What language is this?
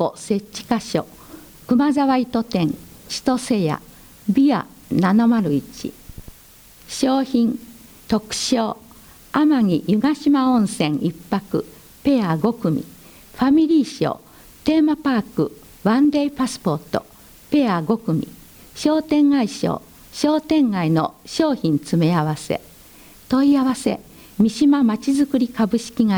Japanese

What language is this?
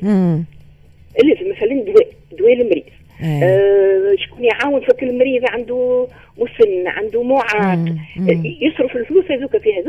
Tunisian Arabic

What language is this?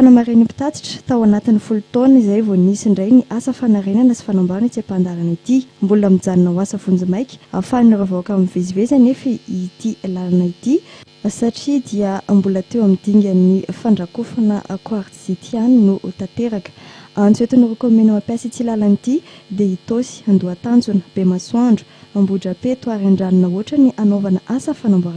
Malagasy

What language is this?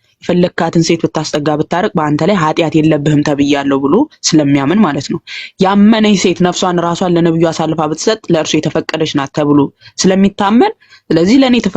Amharic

